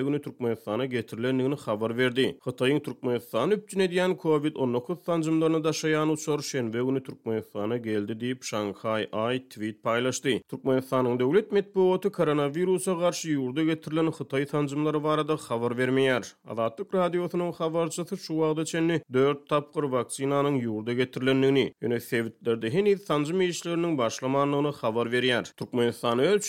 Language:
Turkmen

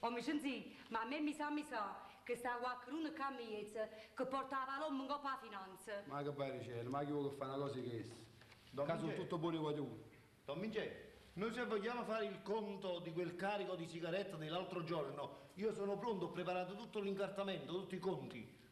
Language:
Neapolitan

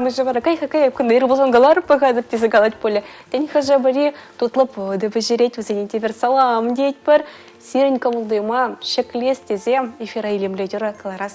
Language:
Chuvash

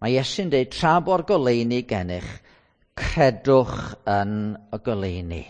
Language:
Welsh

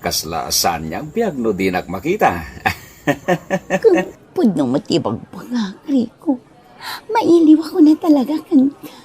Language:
Iloko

